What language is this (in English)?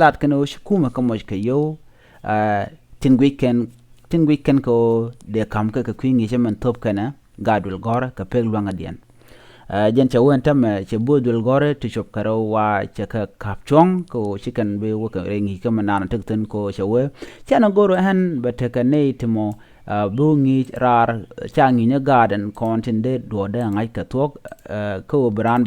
Nuer